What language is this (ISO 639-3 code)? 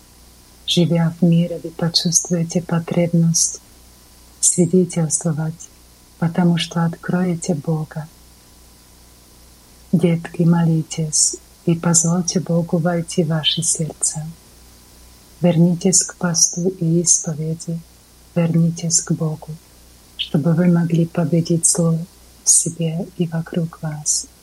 rus